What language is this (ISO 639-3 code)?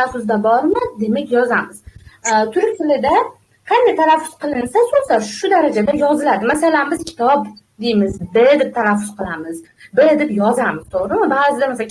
uzb